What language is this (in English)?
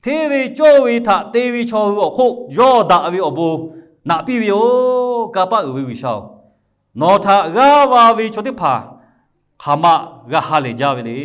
Lahu